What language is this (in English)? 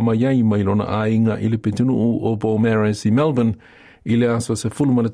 Samoan